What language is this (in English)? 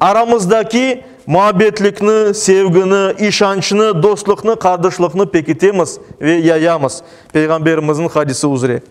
Crimean Tatar